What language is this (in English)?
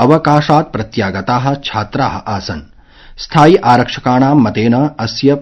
Sanskrit